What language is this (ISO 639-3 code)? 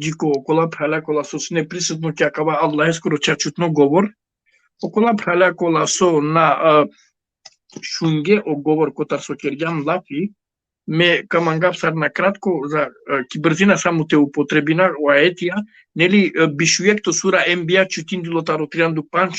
rmn